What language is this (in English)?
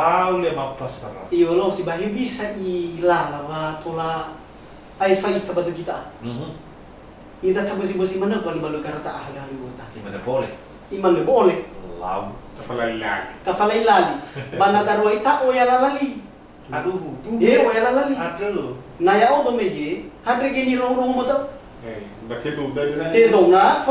Nias